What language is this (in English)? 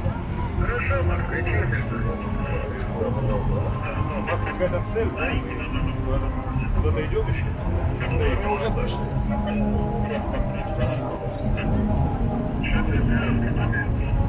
Russian